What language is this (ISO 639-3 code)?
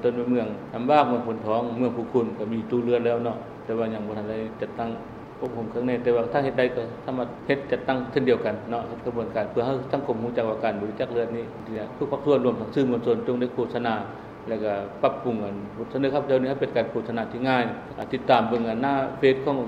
lao